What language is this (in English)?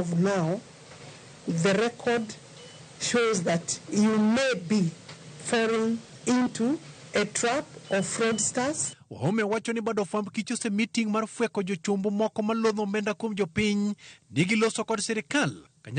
Luo (Kenya and Tanzania)